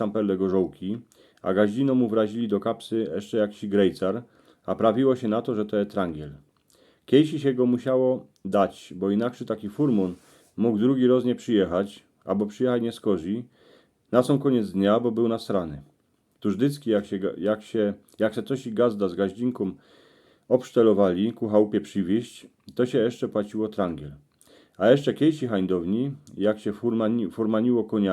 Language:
Silesian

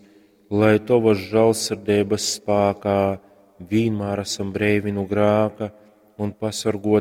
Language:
Latgalian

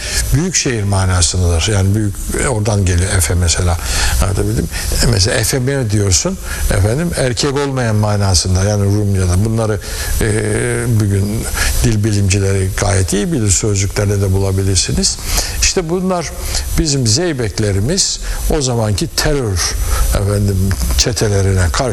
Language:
Turkish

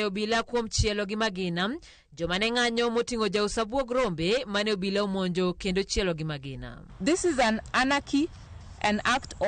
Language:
Luo (Kenya and Tanzania)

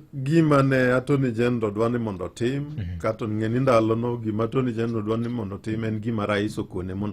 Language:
Luo (Kenya and Tanzania)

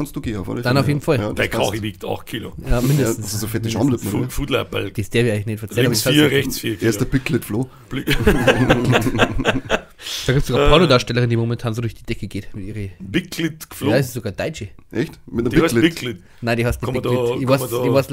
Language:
Bavarian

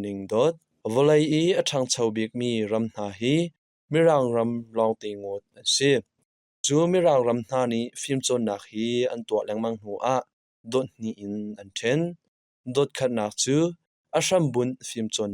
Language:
Hakha Chin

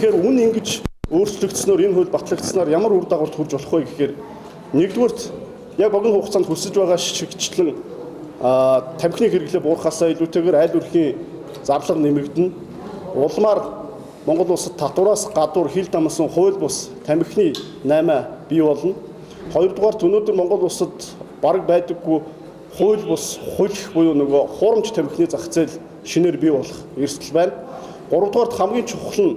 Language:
Mongolian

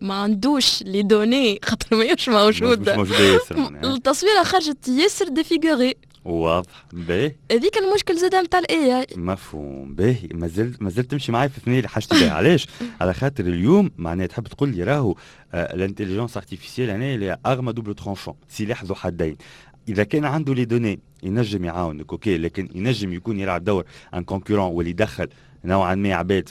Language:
Tunisian Arabic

